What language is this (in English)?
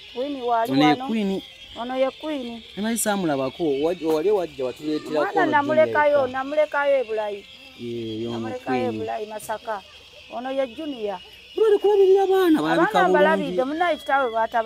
Ganda